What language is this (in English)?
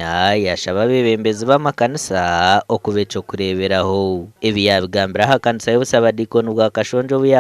Nyankole